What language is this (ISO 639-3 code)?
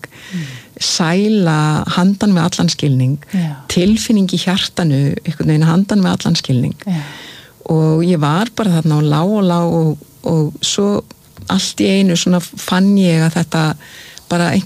isl